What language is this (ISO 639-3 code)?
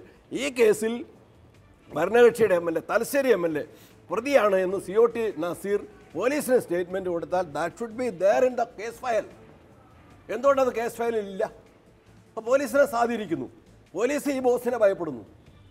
mal